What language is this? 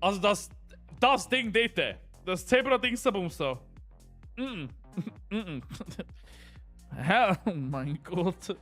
Swiss German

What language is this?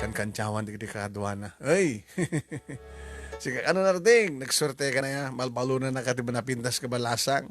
Iloko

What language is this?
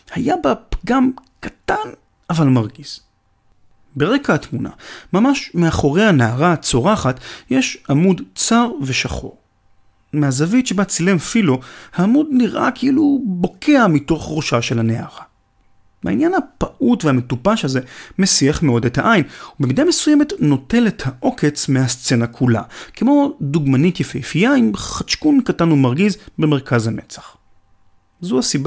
Hebrew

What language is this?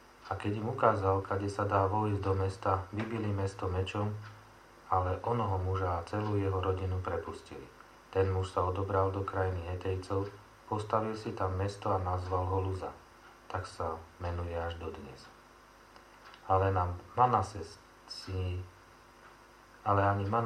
Slovak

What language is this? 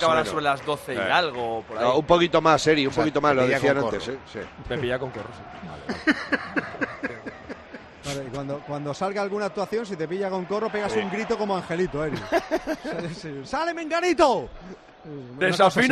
Spanish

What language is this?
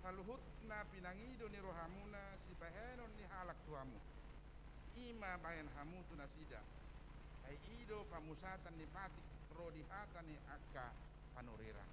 Batak Toba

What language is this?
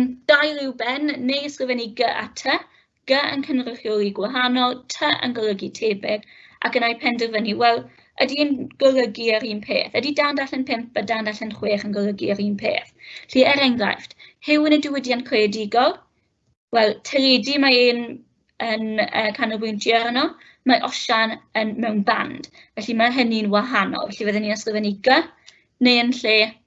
Welsh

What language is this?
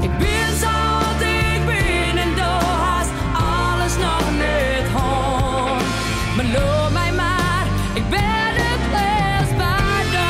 Western Frisian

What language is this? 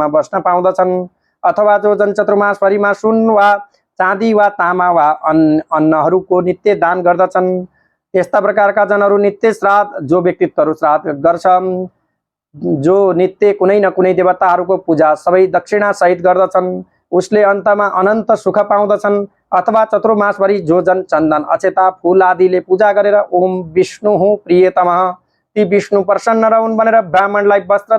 Nepali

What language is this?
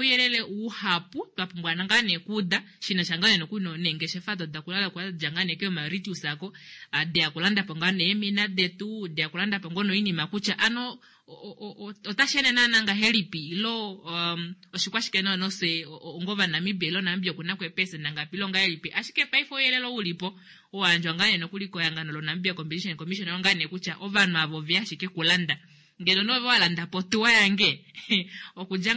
Kuanyama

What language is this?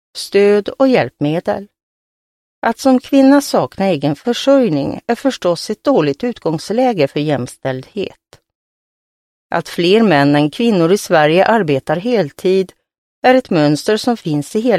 Swedish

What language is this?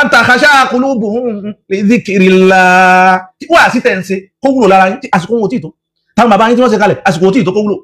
Yoruba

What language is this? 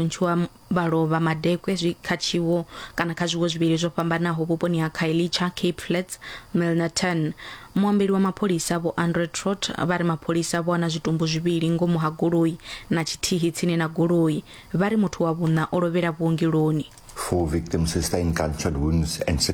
Venda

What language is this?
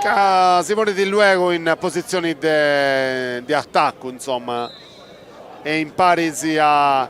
Sardinian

